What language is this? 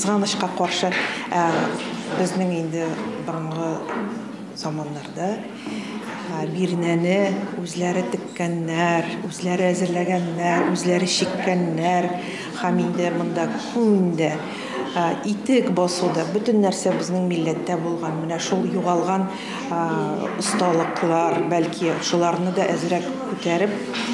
Tatar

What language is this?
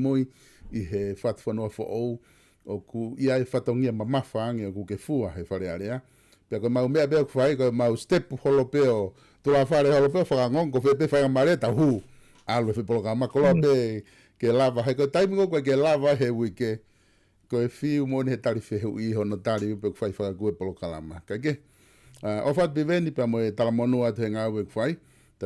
Tongan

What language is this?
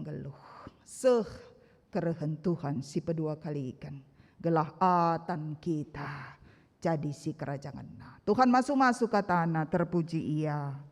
Batak Karo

